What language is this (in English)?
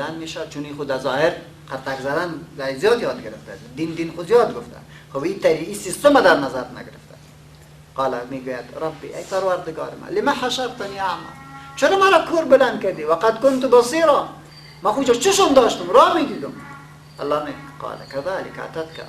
Persian